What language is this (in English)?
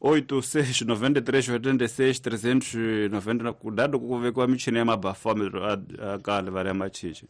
Tsonga